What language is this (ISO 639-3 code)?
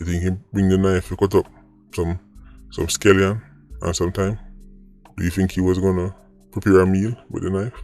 jam